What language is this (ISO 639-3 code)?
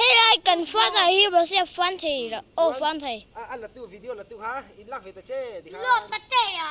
lus